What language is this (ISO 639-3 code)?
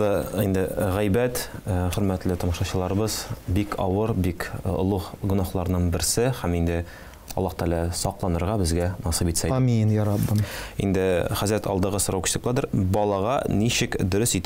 tat